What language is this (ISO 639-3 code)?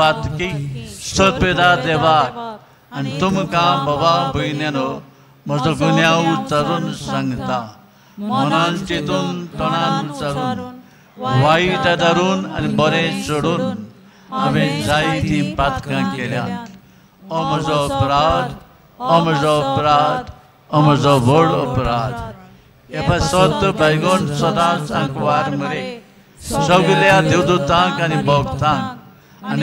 kok